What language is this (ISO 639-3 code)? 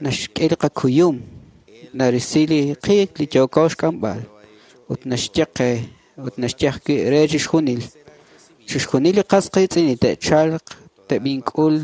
kek